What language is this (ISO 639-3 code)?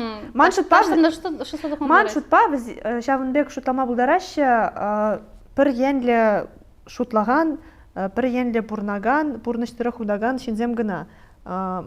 chv